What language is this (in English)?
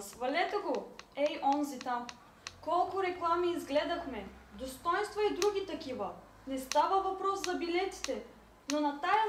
Bulgarian